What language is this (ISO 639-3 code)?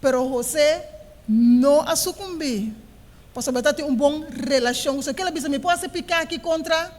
pap